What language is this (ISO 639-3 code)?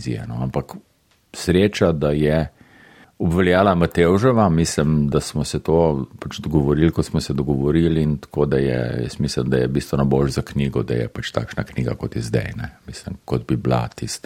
slv